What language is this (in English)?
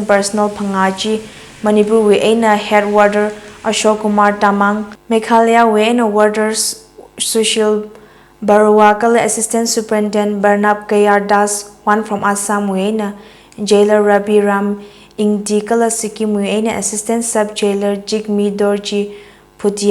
Tangkhul Naga (India)